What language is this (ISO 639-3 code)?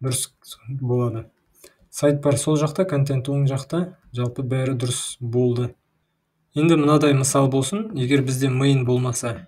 kaz